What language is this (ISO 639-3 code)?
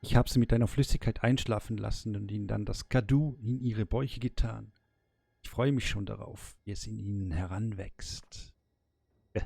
gsw